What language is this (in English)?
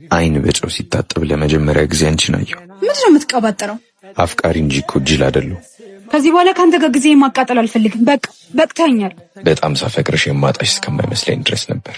Amharic